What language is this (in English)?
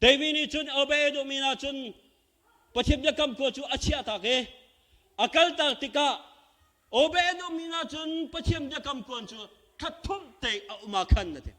Hakha Chin